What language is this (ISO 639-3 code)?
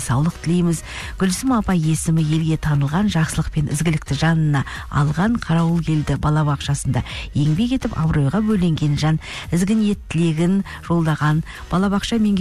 kaz